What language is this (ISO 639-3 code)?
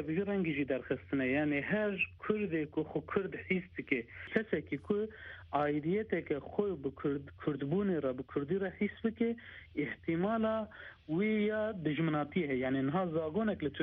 kur